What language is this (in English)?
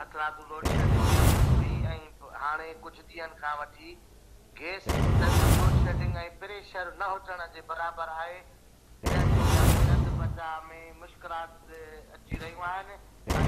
Sindhi